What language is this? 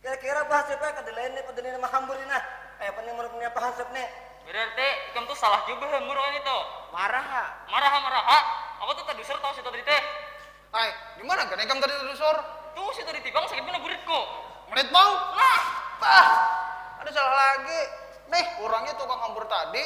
Banjar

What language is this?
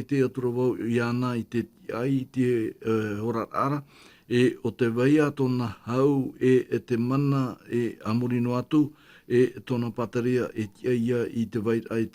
Tahitian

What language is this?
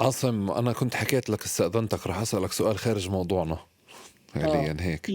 North Levantine Arabic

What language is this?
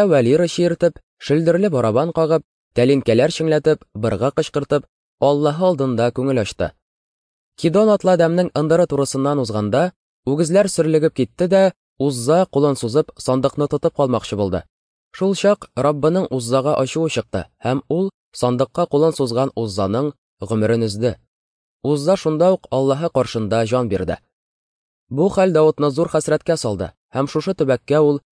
Tatar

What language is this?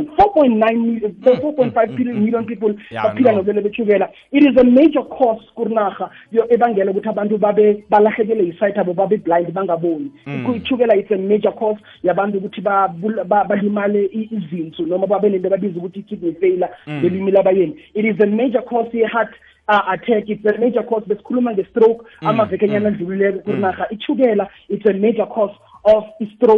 South Ndebele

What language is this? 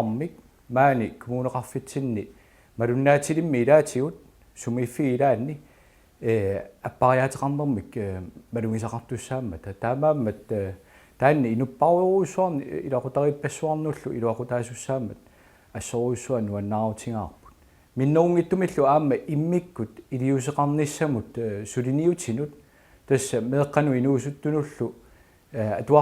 Kalaallisut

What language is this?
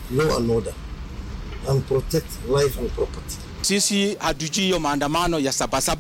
Swahili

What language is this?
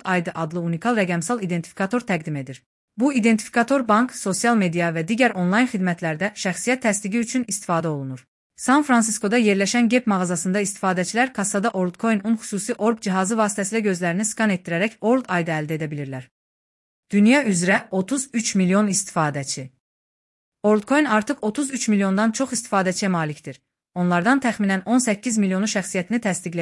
Azerbaijani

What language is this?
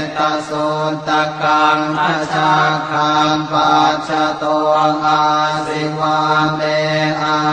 Pali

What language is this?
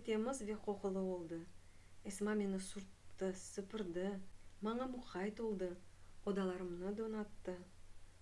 Crimean Tatar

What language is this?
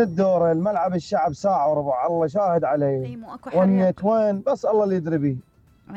Mesopotamian Arabic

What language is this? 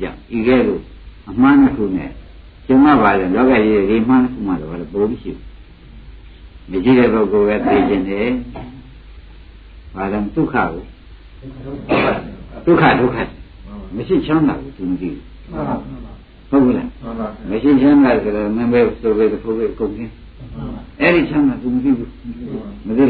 Burmese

